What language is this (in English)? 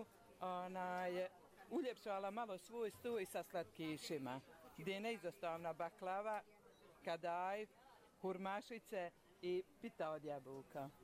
Bosnian